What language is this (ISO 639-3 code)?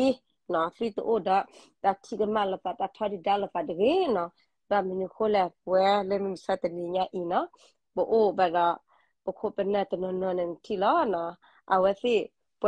ksw